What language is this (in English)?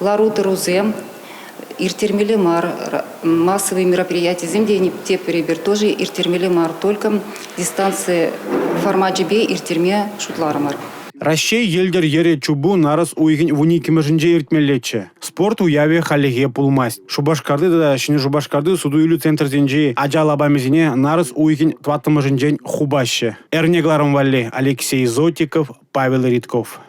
Chuvash